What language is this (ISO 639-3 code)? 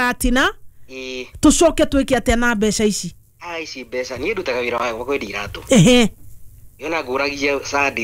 kik